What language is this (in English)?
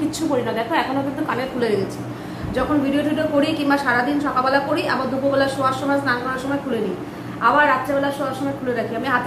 Bangla